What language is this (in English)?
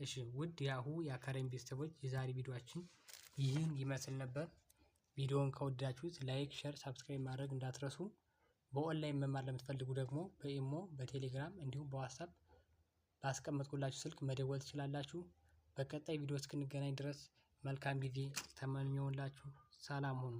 Amharic